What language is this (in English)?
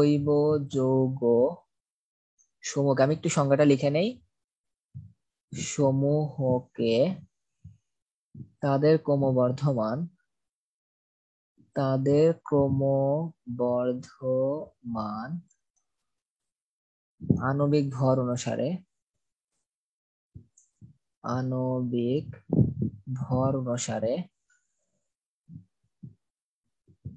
Bangla